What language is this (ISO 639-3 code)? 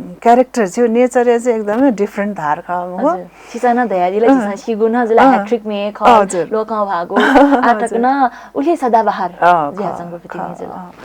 new